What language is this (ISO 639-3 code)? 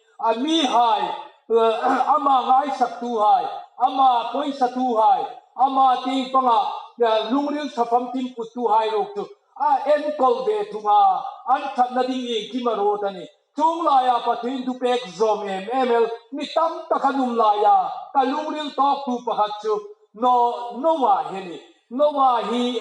hmr